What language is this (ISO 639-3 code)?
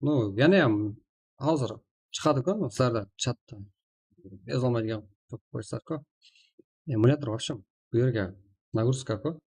kaa